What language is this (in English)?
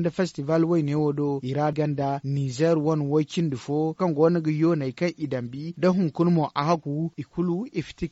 Zarma